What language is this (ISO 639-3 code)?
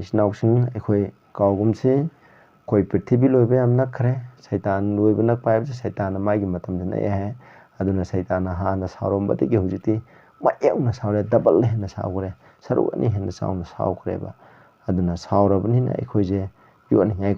mni